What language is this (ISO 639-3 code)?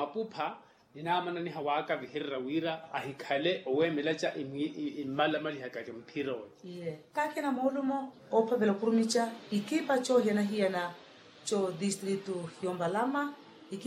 vmw